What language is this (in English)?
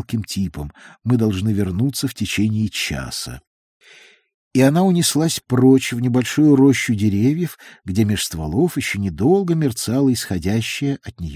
Russian